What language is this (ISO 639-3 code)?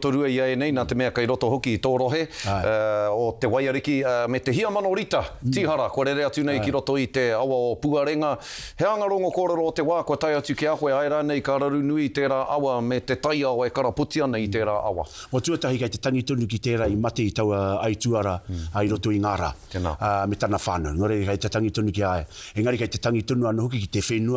mri